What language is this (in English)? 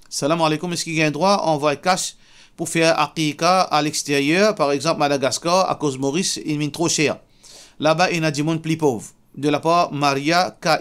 Morisyen